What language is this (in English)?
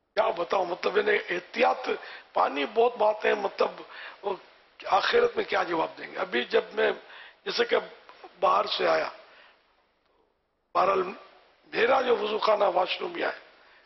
Urdu